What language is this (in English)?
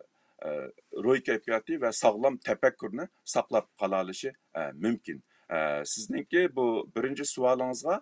Uyghur